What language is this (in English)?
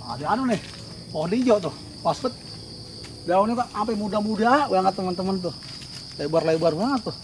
Betawi